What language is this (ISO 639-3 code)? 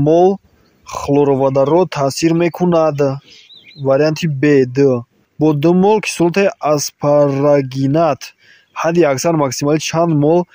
tgk